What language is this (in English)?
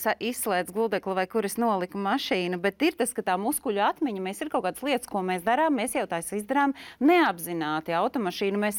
Latvian